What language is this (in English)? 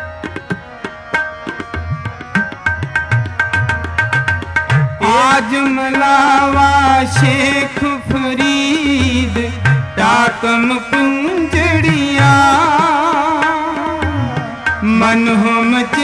Hindi